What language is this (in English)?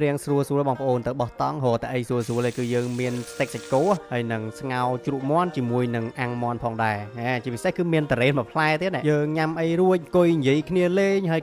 Khmer